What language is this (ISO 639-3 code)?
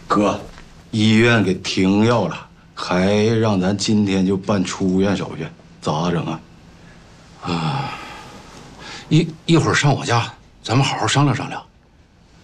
zho